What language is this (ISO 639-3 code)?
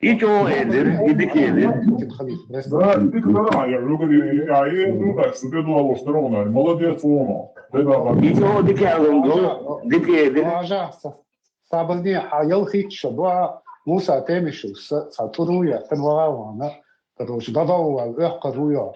che